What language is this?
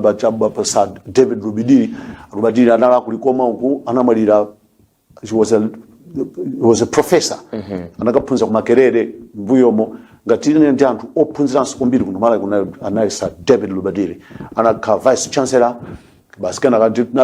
Nyanja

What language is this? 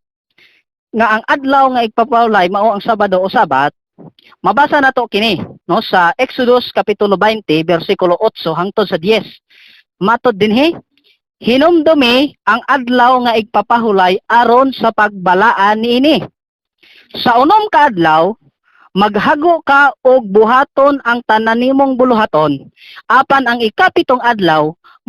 Cebuano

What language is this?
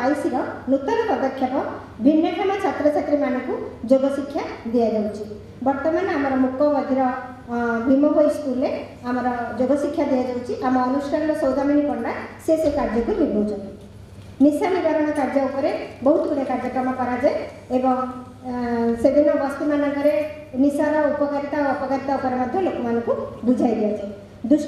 Odia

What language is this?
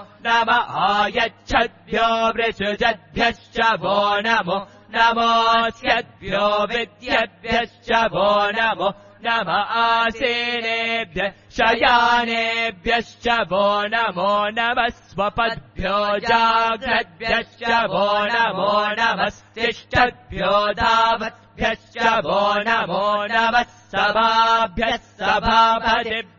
Sanskrit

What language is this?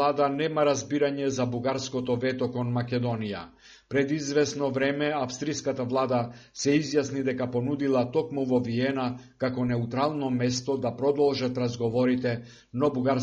Macedonian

